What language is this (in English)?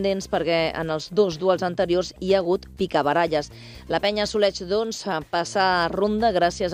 Catalan